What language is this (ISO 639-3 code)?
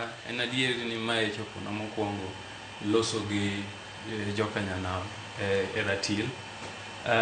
luo